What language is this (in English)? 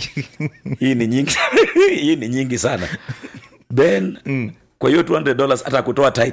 Swahili